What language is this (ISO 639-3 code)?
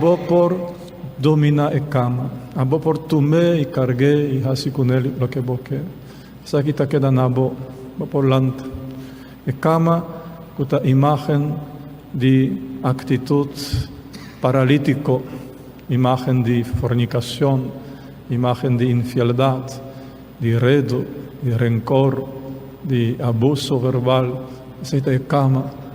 pap